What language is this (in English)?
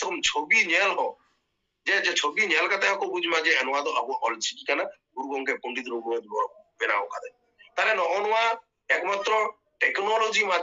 Santali